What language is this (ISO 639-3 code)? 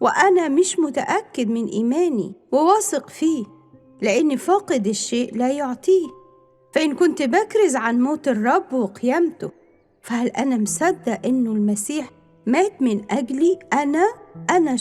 arz